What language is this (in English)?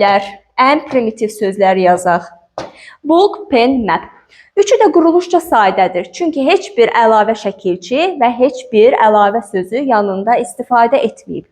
Azerbaijani